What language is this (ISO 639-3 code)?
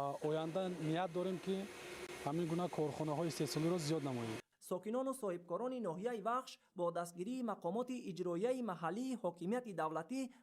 tgk